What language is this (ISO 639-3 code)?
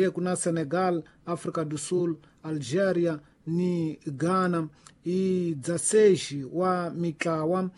tso